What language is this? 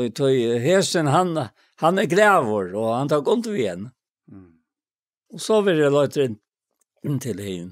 Faroese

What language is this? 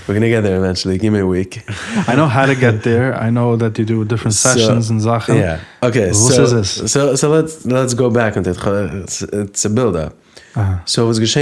Yiddish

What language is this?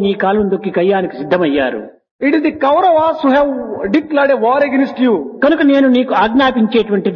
Telugu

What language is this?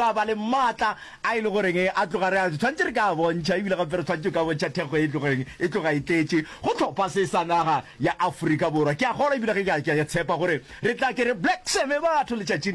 Northern Sotho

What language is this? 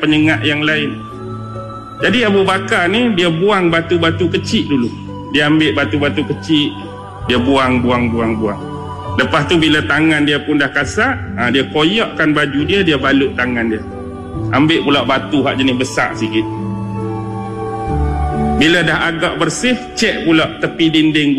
Malay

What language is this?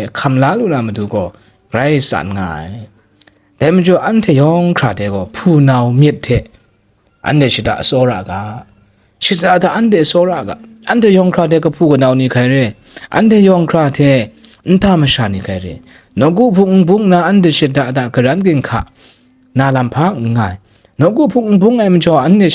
Kachin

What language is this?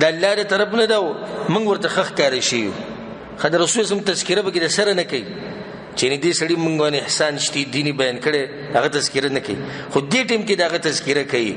Pashto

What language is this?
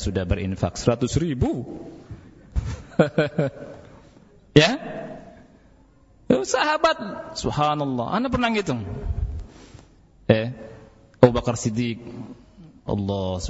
Indonesian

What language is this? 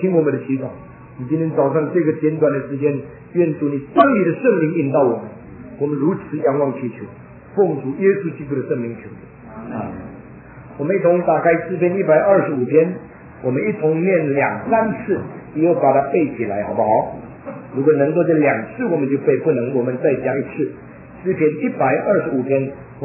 Chinese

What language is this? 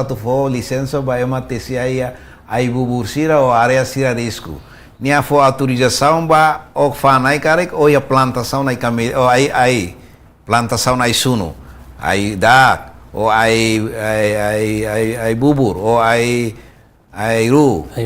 Tetum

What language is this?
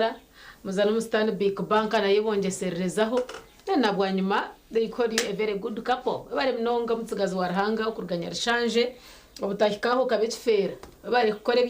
Nyankole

